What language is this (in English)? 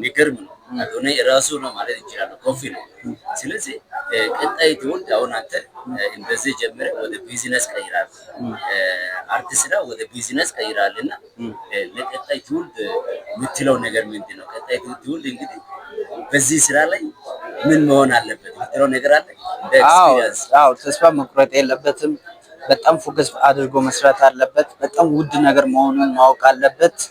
Amharic